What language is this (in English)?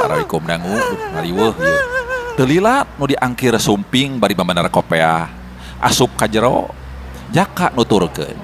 Sundanese